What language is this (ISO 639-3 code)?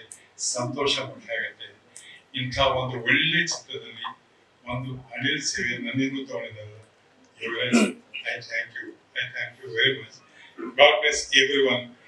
kan